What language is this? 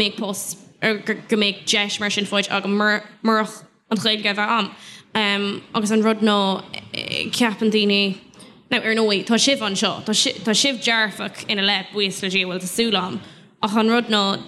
Irish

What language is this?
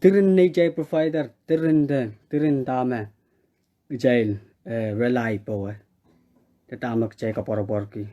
Pohnpeian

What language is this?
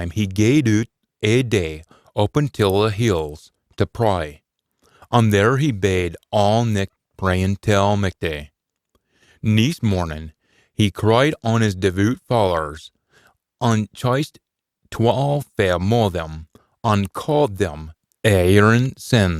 Scots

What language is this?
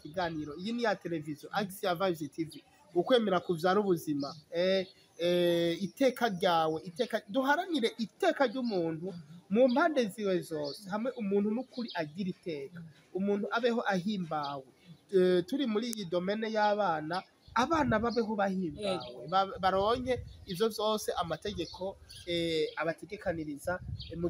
Rundi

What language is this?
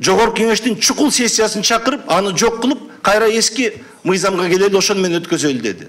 Kyrgyz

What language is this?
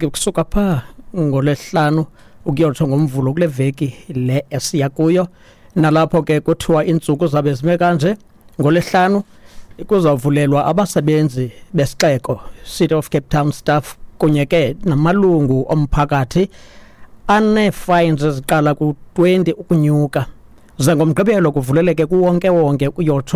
Xhosa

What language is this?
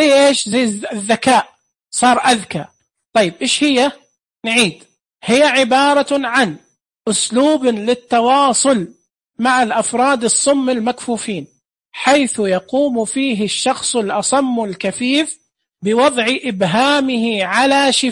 Najdi Arabic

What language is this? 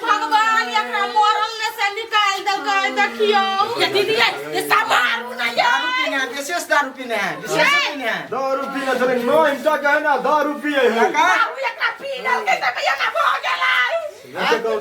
Maithili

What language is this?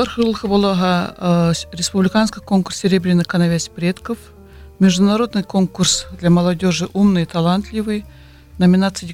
Buriat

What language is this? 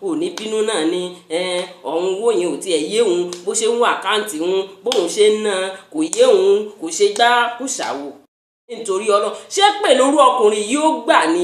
Yoruba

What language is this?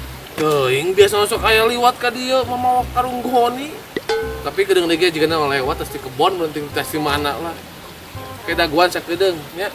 Sundanese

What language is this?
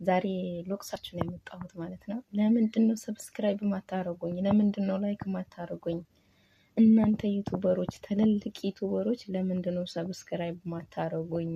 Amharic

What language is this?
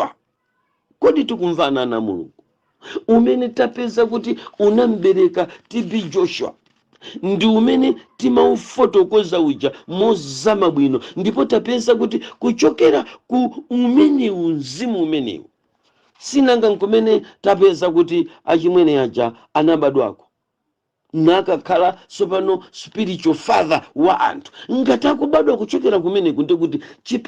Nyanja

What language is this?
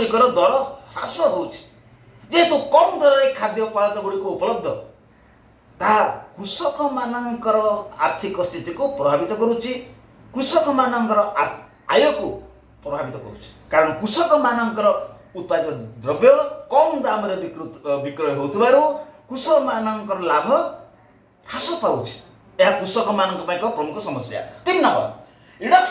Odia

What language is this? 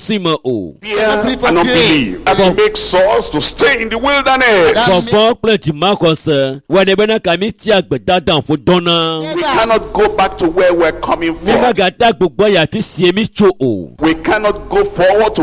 Ewe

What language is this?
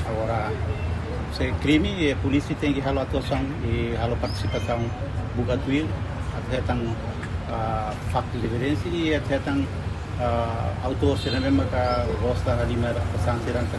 Tetum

